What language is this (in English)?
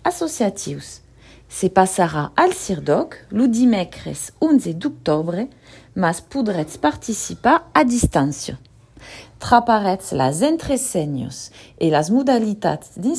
Occitan